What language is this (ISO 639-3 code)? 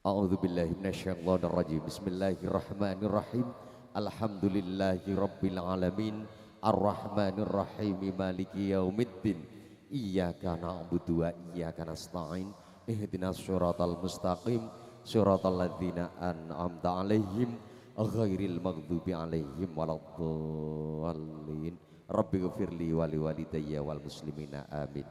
jav